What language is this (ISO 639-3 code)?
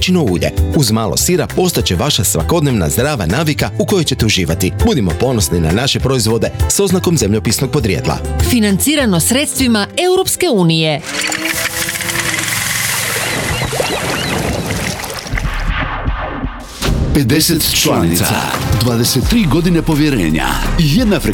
hrv